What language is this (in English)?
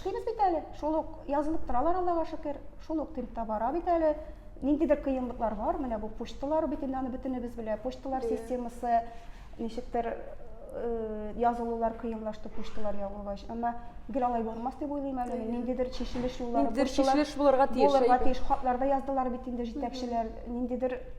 Tatar